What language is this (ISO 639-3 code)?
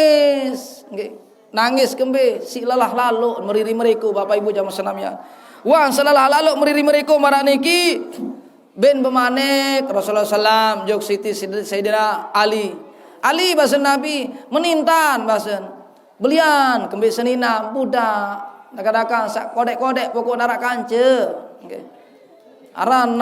sas